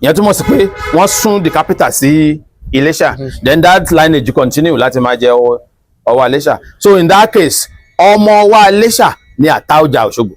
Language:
Yoruba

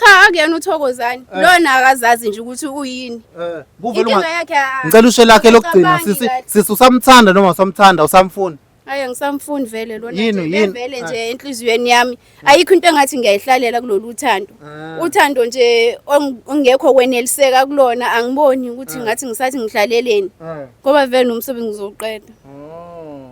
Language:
Zulu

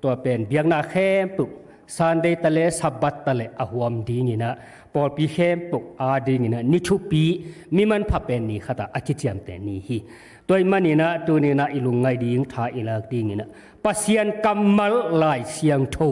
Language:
Tedim Chin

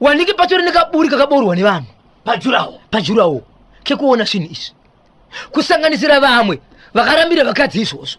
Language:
Shona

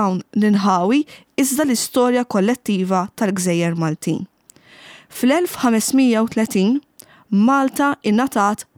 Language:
Maltese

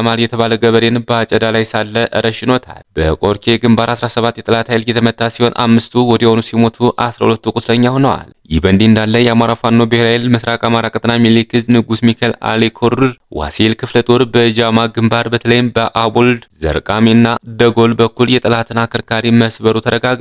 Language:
Amharic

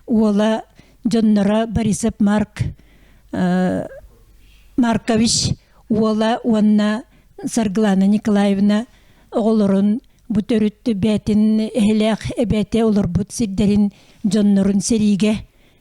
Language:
Yakut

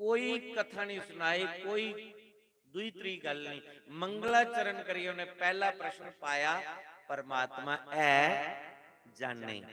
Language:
Dogri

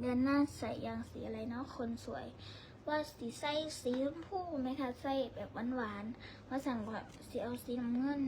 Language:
Northeastern Thai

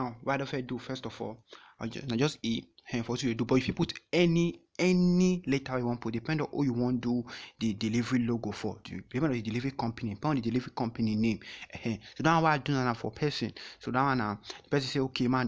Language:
Nigerian Pidgin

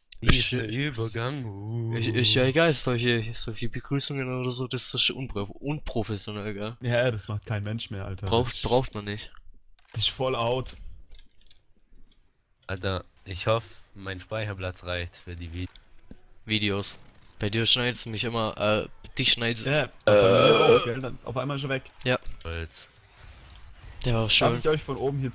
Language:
German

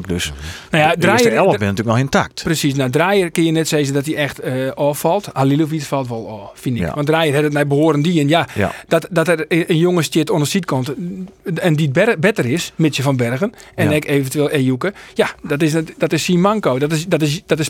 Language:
Western Frisian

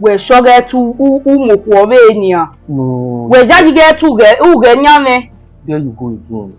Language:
Bini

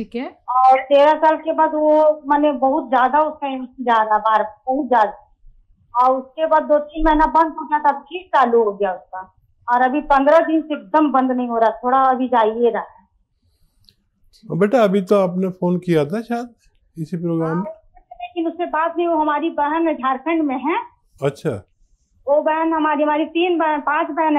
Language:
Hindi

